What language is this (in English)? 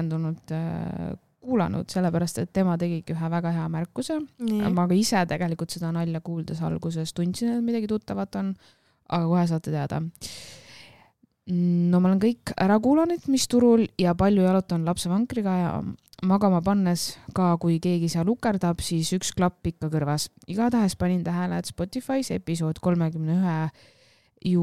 Estonian